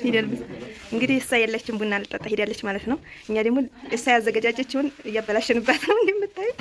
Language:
Amharic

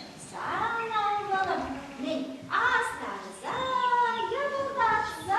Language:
Chuvash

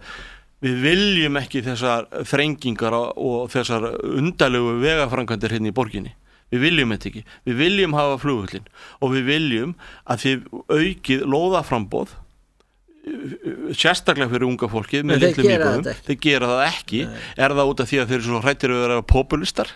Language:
Icelandic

